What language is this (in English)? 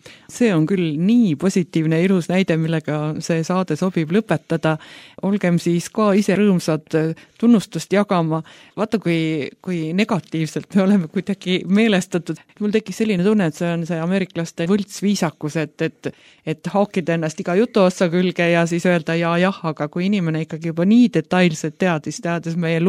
Estonian